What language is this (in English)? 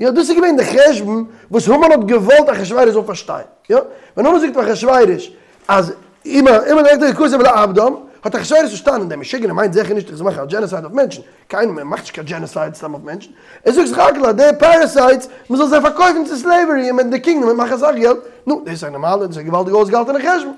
Yiddish